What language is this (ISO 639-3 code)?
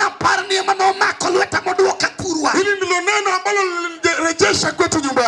luo